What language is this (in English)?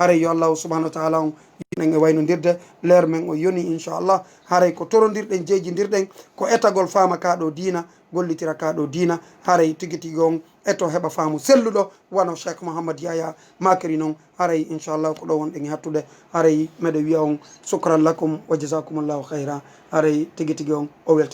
Fula